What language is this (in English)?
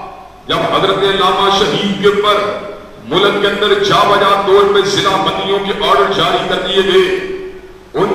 Urdu